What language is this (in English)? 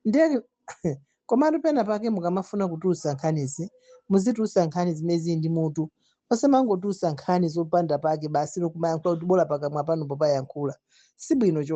Nyanja